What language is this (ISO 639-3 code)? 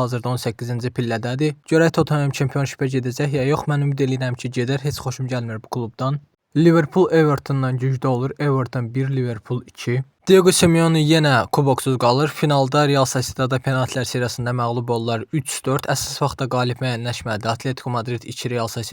aze